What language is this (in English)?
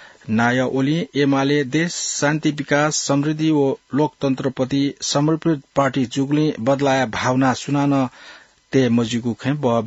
Newari